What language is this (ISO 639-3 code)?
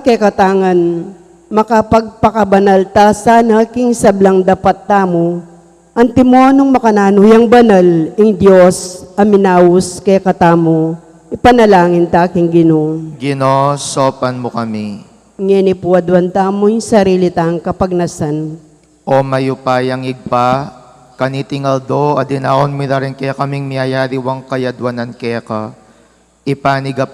pam